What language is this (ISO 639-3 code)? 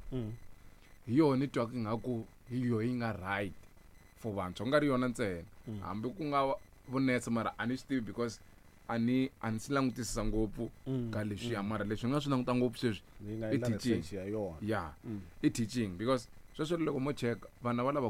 tso